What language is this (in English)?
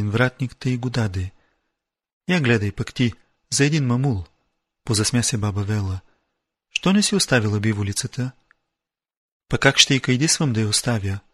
Bulgarian